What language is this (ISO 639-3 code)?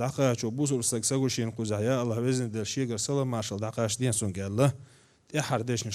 che